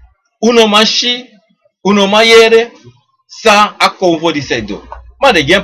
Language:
Sranan Tongo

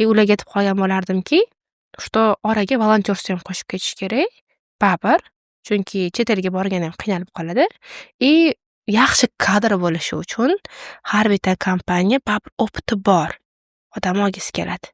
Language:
Uzbek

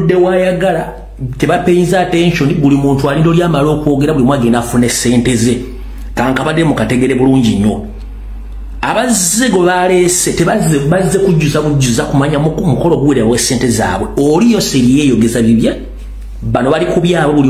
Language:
Ganda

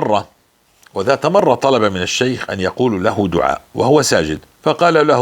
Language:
North Levantine Arabic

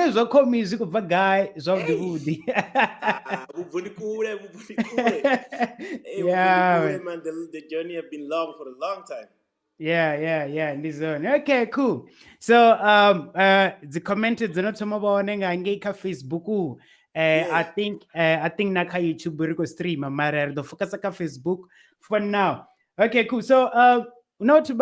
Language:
Venda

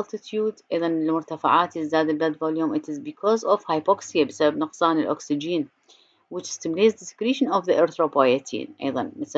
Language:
Arabic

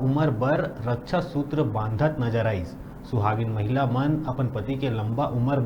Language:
Chhattisgarhi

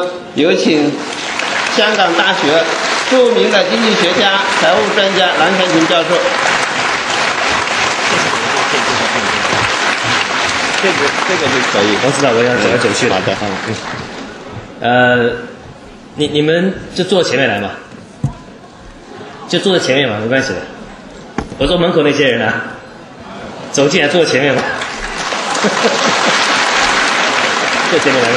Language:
Chinese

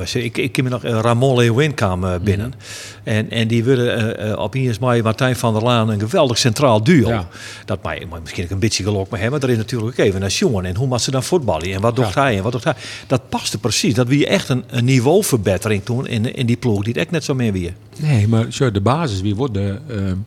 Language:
Western Frisian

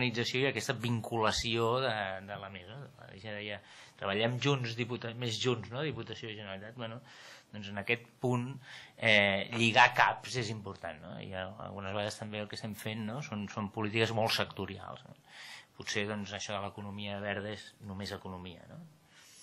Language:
Catalan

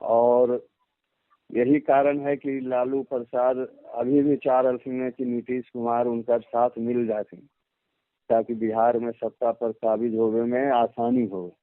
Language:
Magahi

